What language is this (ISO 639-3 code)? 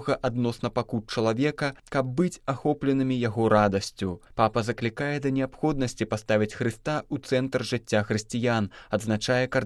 bel